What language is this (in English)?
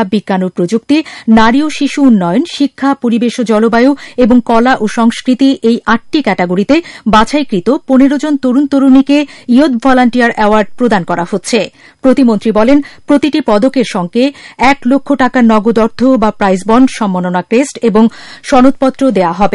Bangla